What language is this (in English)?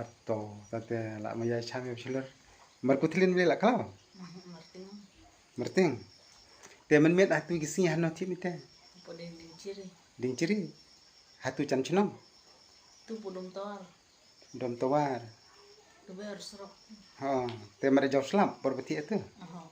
Khasi